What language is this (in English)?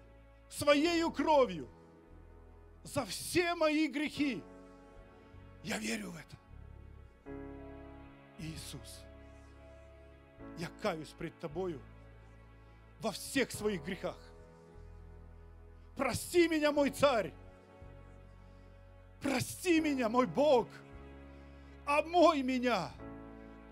Russian